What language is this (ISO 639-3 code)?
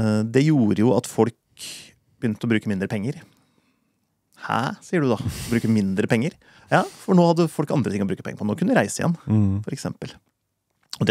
nor